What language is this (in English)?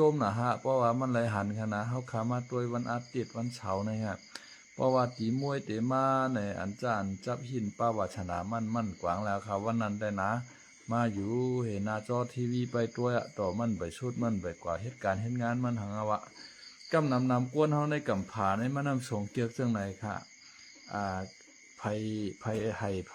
Shan